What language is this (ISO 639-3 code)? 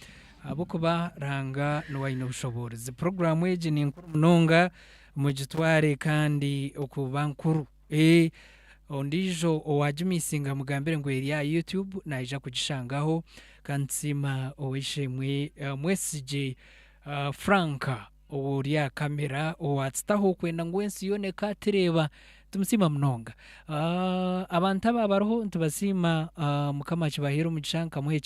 nyn